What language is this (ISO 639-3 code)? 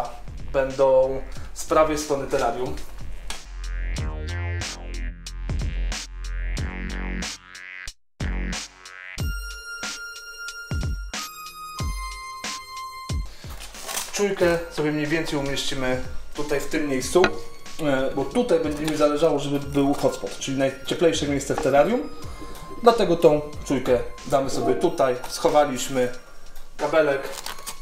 pol